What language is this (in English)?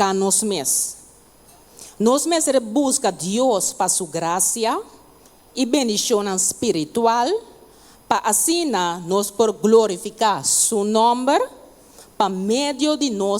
Papiamento